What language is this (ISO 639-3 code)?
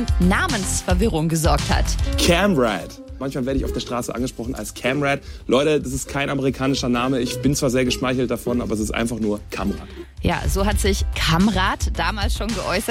deu